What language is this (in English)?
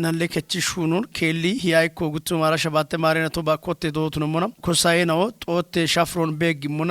Kafa